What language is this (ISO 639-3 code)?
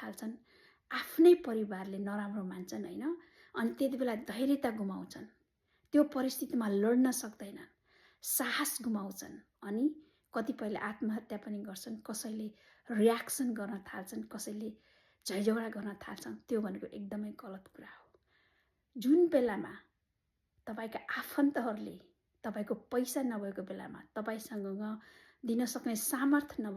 nep